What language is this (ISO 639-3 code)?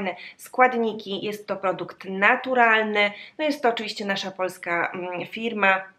pol